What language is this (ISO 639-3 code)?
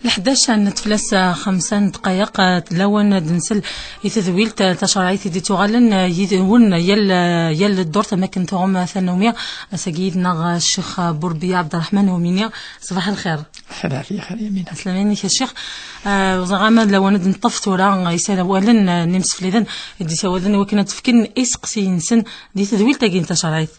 kab